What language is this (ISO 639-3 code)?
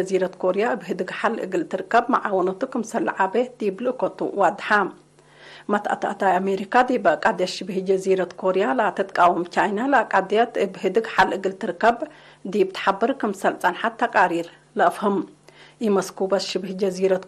tig